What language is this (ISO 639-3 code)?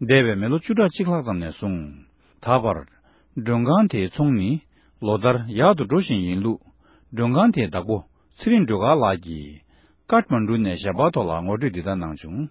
bod